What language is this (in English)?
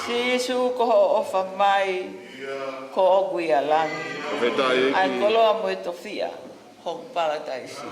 Tongan